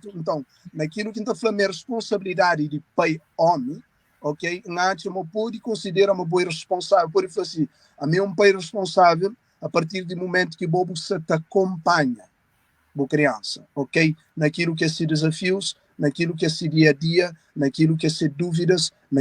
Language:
Kabuverdianu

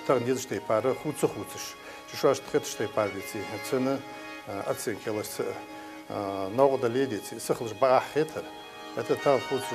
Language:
Ingush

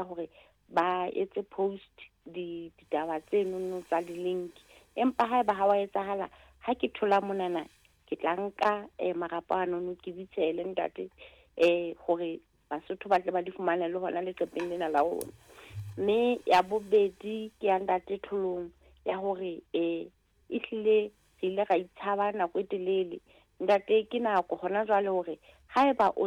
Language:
Southern Sotho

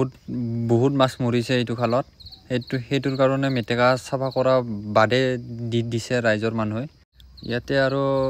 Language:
Assamese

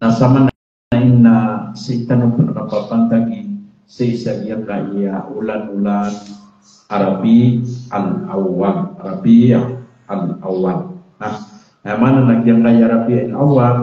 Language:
Maranao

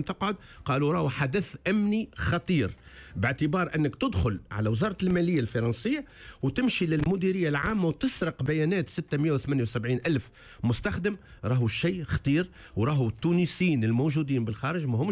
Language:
Tunisian Arabic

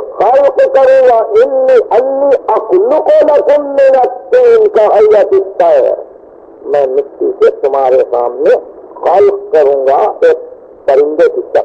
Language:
Urdu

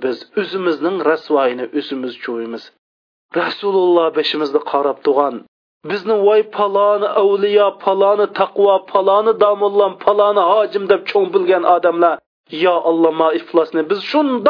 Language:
Uyghur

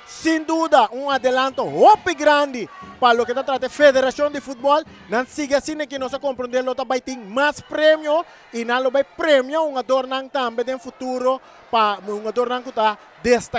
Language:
Papiamento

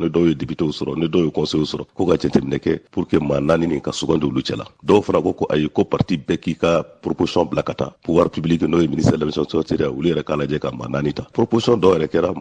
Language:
Bambara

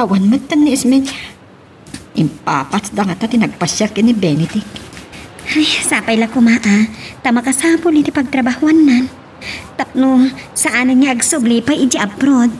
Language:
Iloko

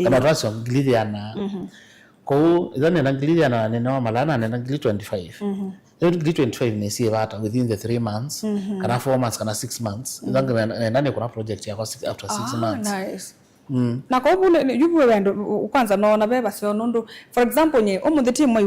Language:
Kamba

